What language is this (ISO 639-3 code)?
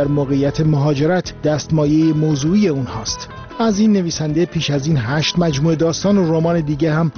fas